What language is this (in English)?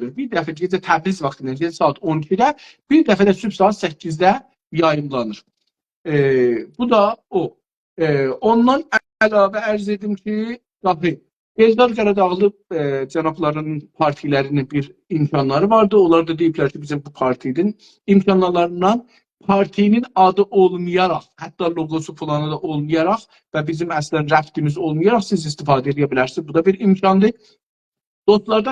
South Azerbaijani